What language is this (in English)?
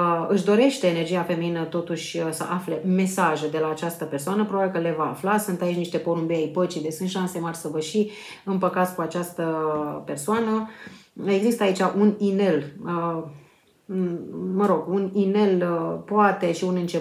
Romanian